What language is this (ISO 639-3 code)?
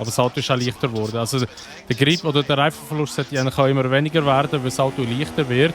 gsw